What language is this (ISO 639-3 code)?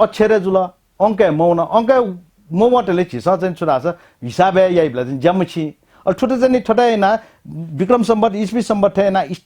new